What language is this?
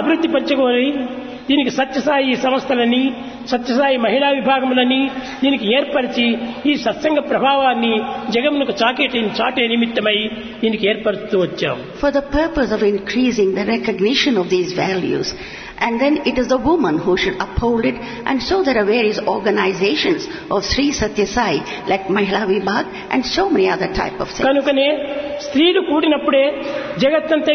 Telugu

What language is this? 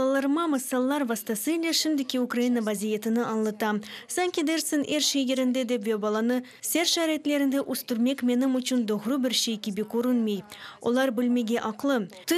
Crimean Tatar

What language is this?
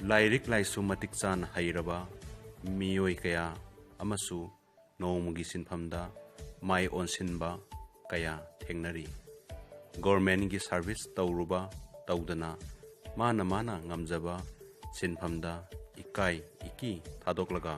Manipuri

